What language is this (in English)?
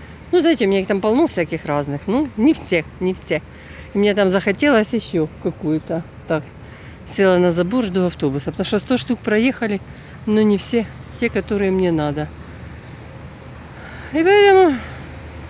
Russian